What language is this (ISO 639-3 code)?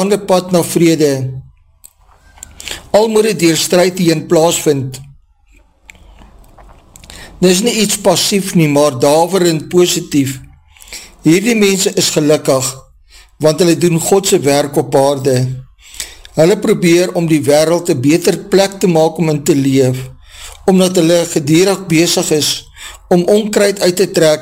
afr